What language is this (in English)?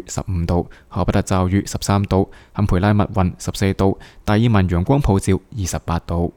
Cantonese